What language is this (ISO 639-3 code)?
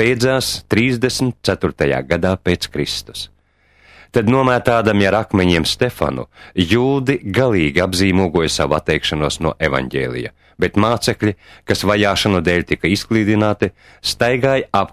lav